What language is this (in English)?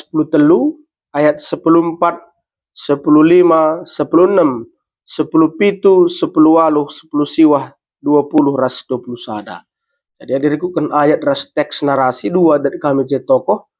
Batak Karo